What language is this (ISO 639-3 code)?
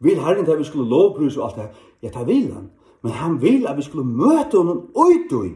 fao